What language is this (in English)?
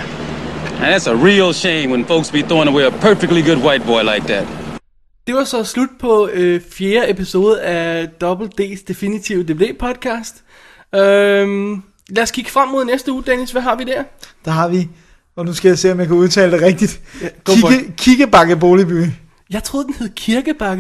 Danish